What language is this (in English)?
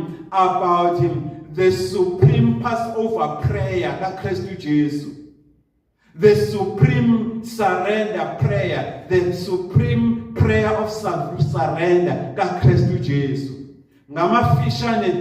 Zulu